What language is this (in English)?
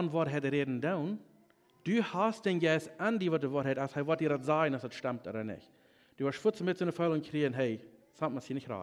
Plautdietsch